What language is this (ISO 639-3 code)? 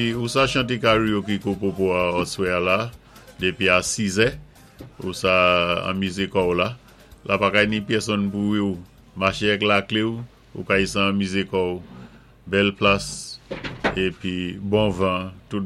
acf